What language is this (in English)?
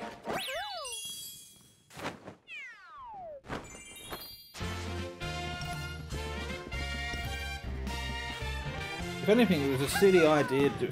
English